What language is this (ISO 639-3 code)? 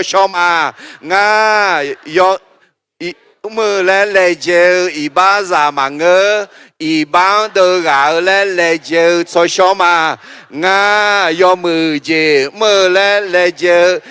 ahk